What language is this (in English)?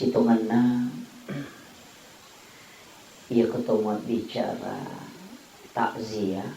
Buginese